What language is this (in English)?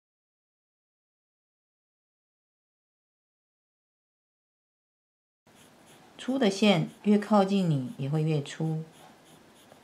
Chinese